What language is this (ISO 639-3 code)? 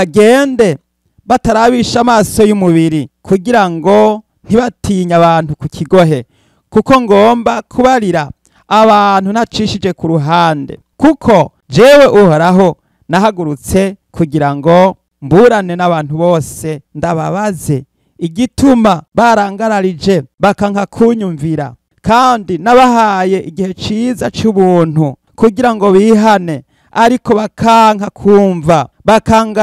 run